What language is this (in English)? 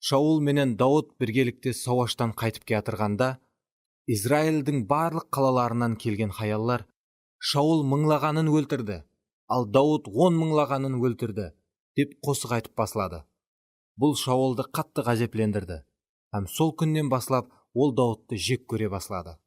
Kara-Kalpak